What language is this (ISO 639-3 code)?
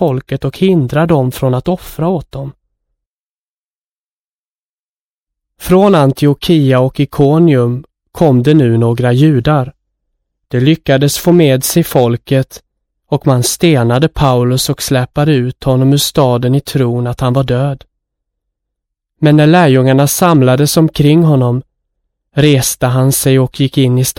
swe